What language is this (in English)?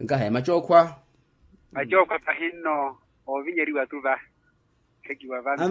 Makhuwa